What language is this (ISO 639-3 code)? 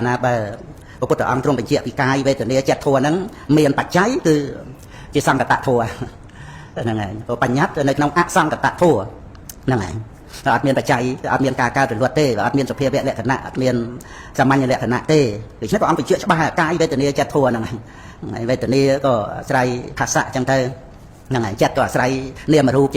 khm